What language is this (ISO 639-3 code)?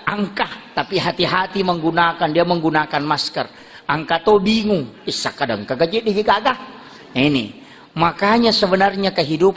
bug